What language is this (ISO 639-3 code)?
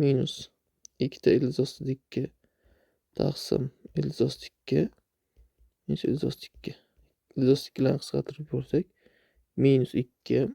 uzb